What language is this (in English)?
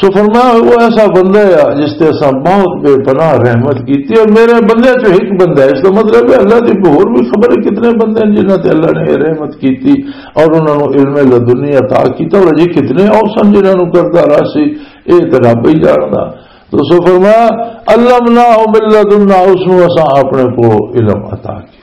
Western Panjabi